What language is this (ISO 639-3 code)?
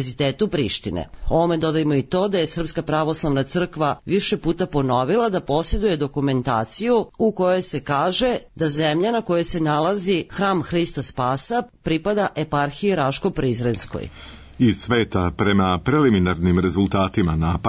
srp